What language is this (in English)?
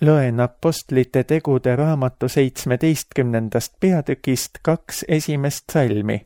Estonian